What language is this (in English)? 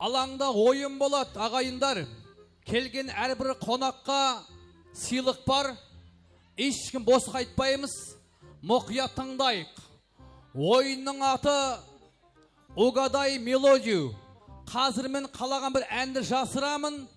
Kara-Kalpak